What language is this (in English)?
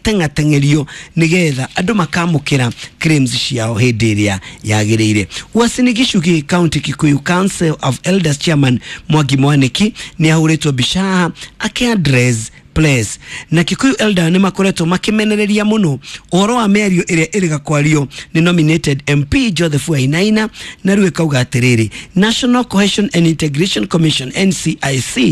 Kikuyu